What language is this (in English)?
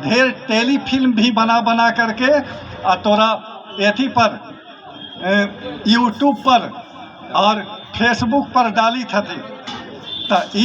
Magahi